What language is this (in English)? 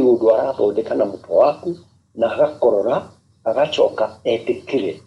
Kikuyu